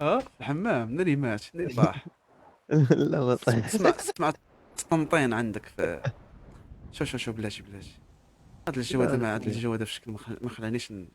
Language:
Moroccan Arabic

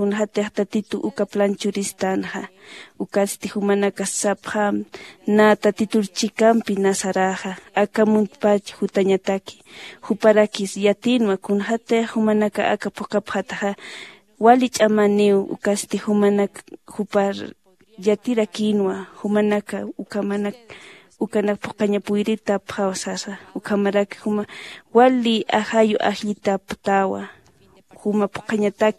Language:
Aymara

